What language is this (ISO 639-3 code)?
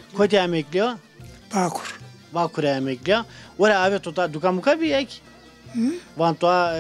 zza